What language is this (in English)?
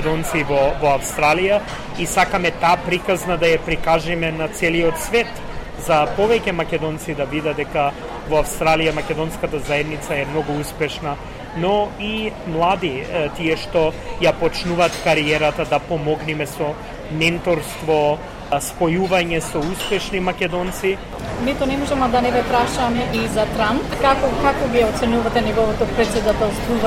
Macedonian